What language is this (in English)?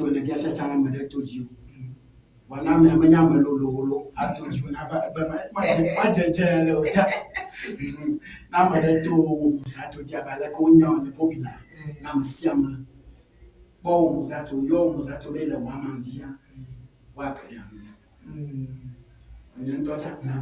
Ewe